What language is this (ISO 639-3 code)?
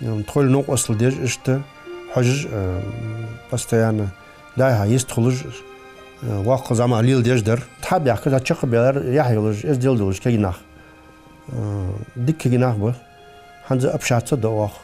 inh